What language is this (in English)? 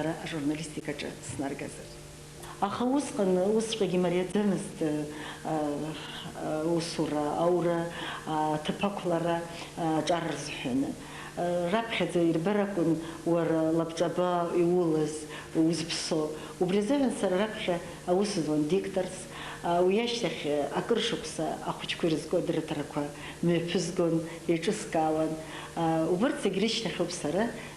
Abkhazian